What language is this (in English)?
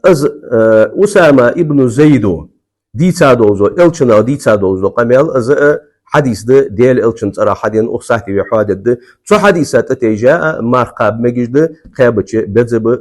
Ingush